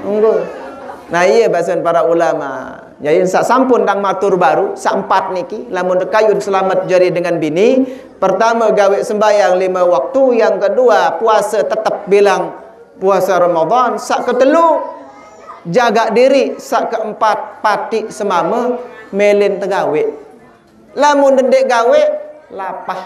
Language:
Sasak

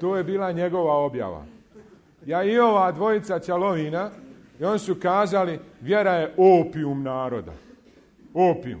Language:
Bosnian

